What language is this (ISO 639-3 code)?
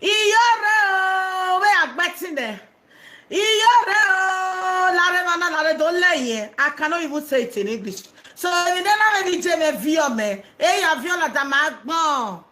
pcm